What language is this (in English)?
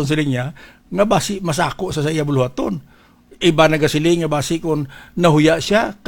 Hiligaynon